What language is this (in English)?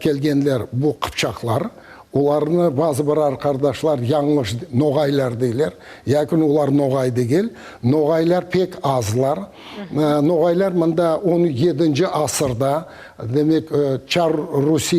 Crimean Tatar